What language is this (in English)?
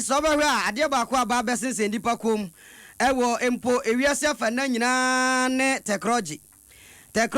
Akan